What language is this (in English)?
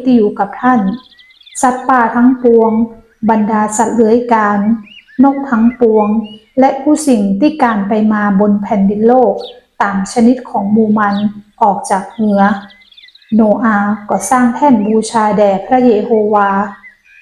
Northern Thai